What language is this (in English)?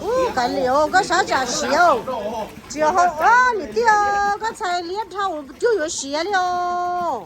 Hmong